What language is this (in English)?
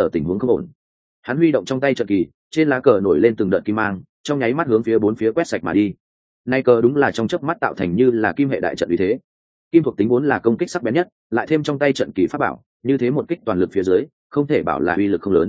Vietnamese